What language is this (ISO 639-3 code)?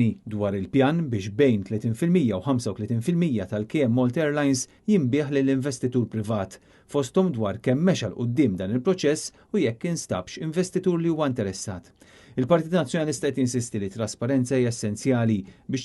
mlt